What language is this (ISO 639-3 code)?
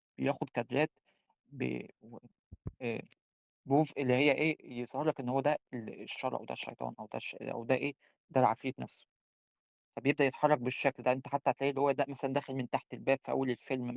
arz